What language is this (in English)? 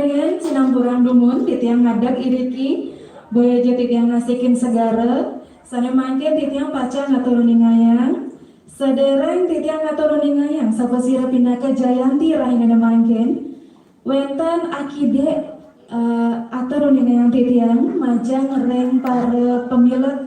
Balinese